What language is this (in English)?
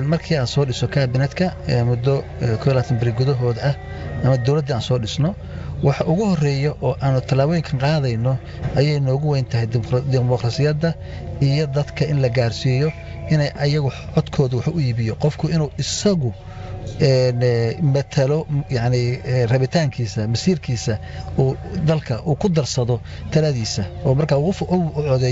Somali